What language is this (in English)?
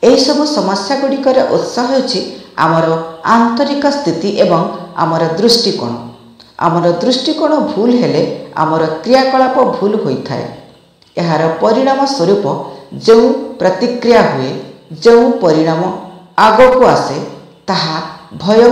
Odia